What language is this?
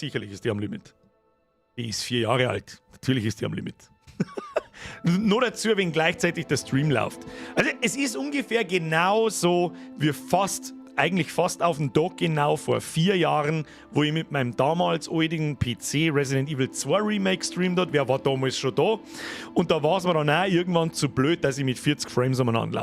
Bavarian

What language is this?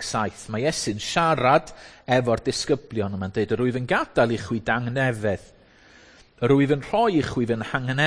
Welsh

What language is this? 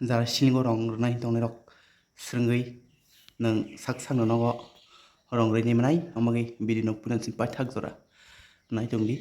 Kok Borok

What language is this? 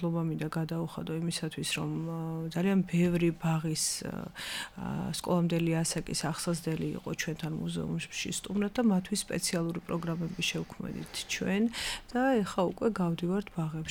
Georgian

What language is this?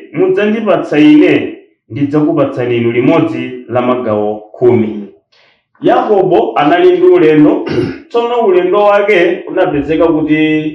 Nyanja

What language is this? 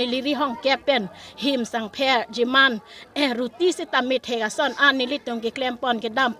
Karbi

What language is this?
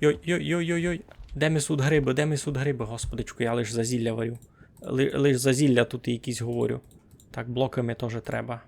Rusyn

